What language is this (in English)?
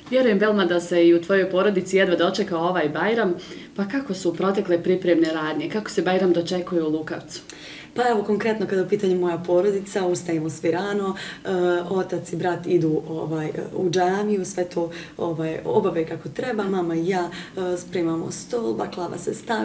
Bosnian